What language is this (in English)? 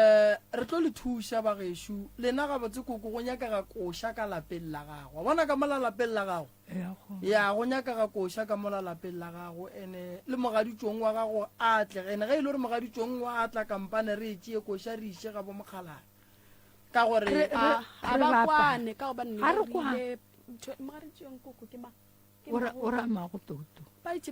Northern Sotho